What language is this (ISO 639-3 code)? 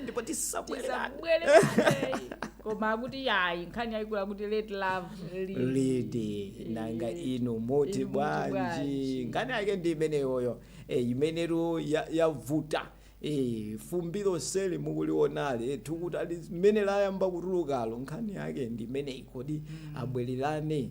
nya